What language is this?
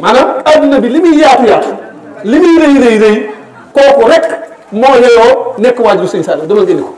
Wolof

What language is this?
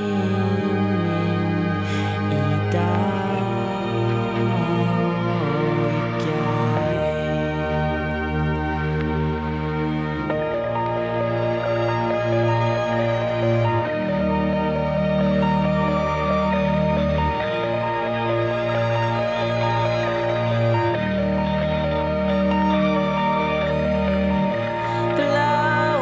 Icelandic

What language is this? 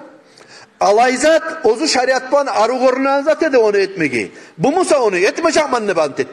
Kumyk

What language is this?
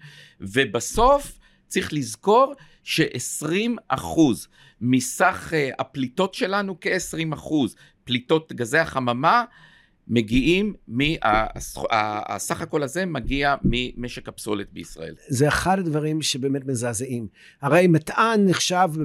Hebrew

